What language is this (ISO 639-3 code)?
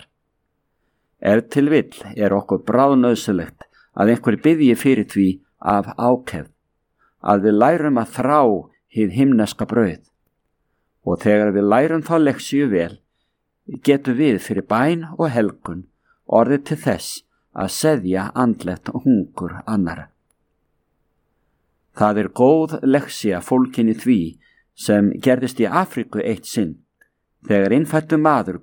isl